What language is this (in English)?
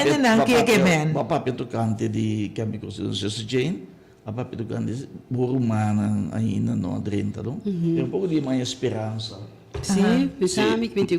Papiamento